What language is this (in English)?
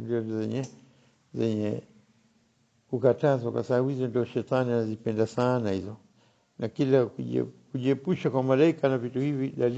Swahili